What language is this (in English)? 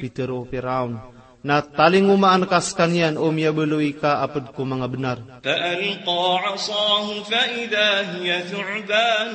Maranao